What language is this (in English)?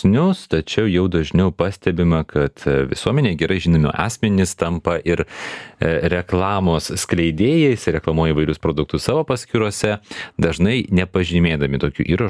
Lithuanian